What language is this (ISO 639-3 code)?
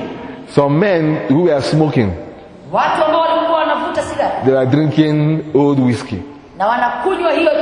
swa